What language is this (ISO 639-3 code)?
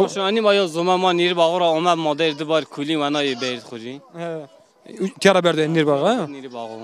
zza